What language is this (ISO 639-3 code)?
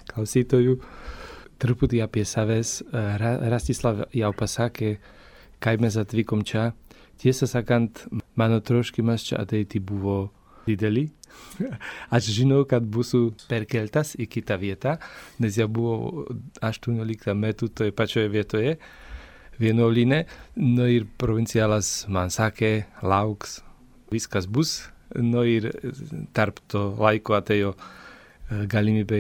lit